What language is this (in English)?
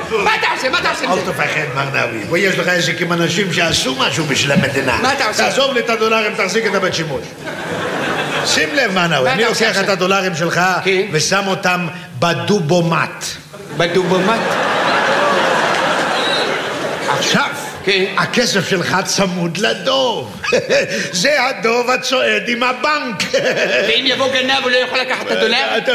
Hebrew